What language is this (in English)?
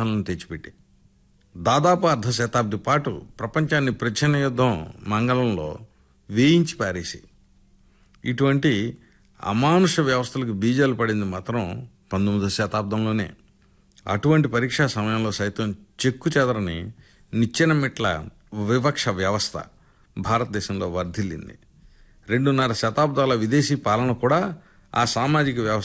Telugu